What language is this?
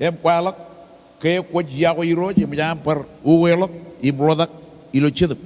Marshallese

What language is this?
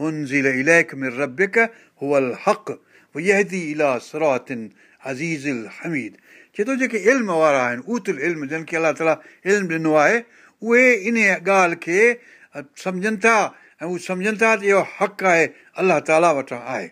Sindhi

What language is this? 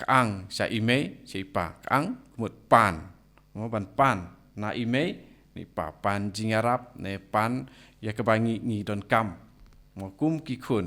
Khasi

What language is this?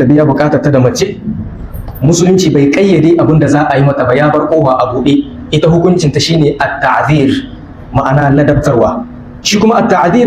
Hausa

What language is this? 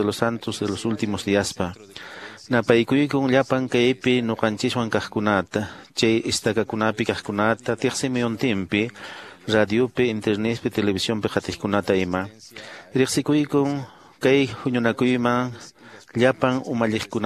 Quechua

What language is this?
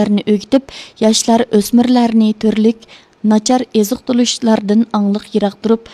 Uyghur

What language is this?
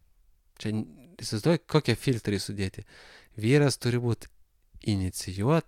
Lithuanian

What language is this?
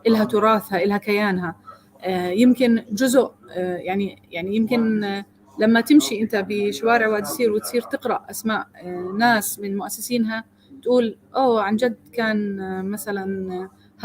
North Levantine Arabic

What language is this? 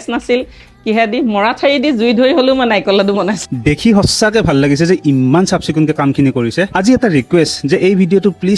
Assamese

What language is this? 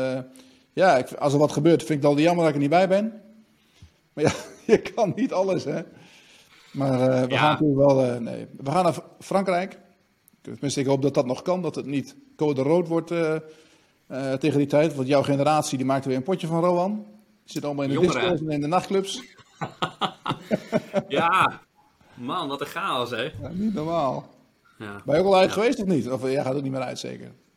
Dutch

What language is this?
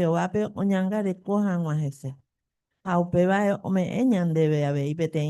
Guarani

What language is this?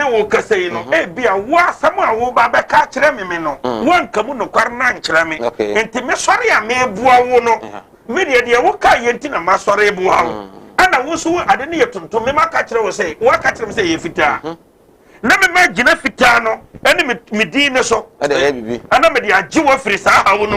Akan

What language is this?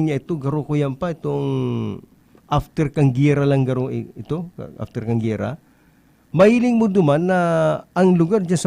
Bikol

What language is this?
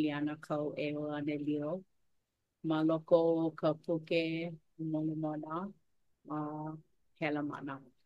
Hawaiian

